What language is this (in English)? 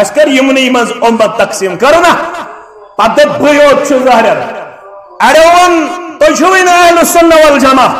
Kashmiri